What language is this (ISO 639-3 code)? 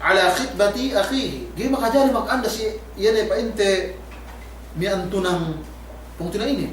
yka